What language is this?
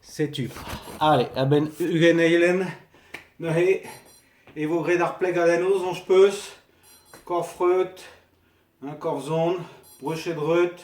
Breton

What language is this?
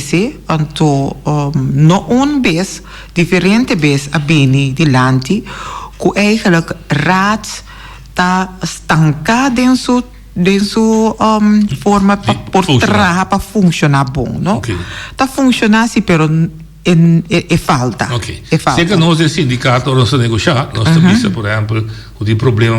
Papiamento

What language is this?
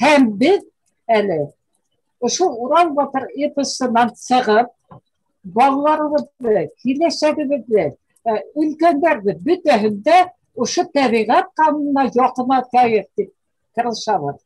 Bashkir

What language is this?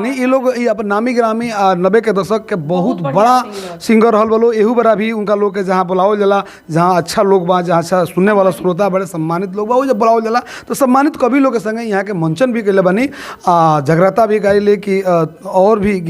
Bhojpuri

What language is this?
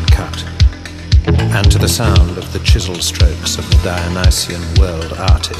English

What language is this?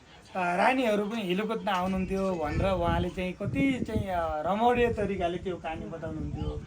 Nepali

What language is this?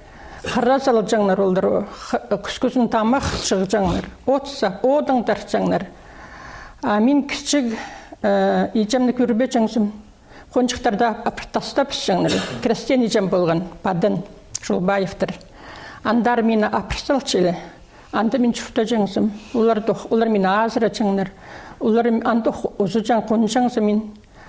Khakas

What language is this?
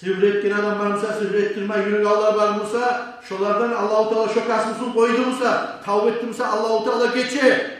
Kumyk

